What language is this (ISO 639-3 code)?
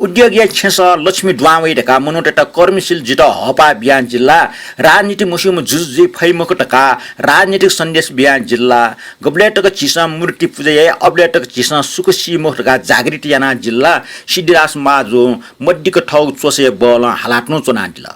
new